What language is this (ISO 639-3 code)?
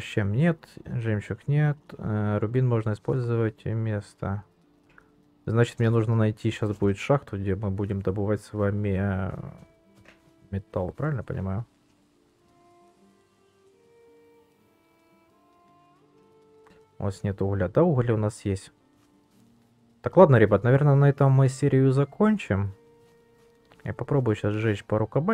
rus